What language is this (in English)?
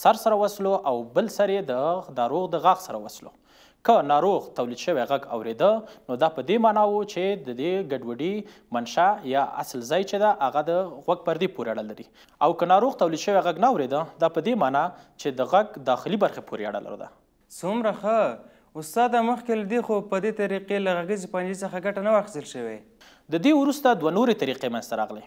Pashto